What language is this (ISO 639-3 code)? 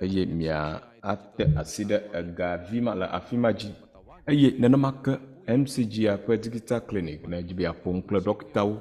ewe